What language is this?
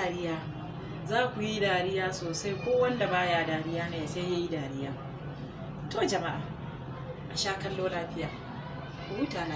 Hausa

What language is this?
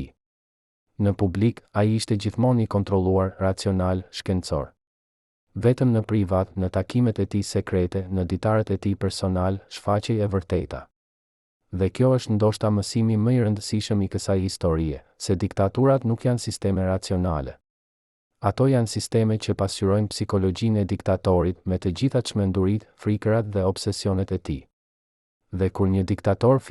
Albanian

